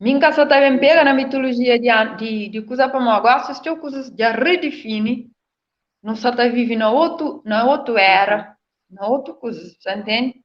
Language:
Kabuverdianu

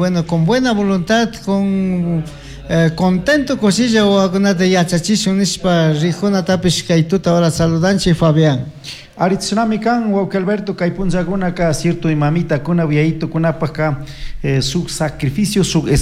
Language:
Chimborazo Highland Quichua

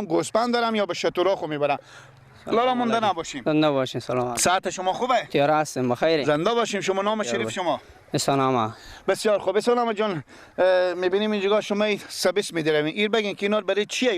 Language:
Persian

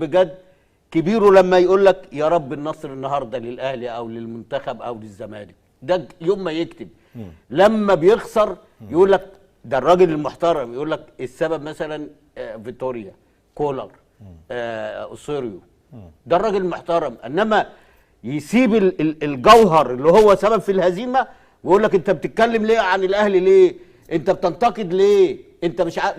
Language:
Egyptian Arabic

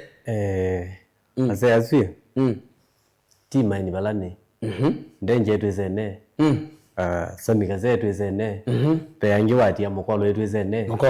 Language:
Kamba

